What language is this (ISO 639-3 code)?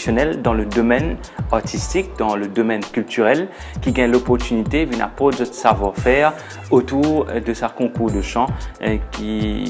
mfe